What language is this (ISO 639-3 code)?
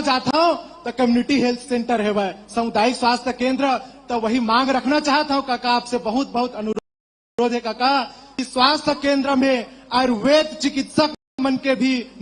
hne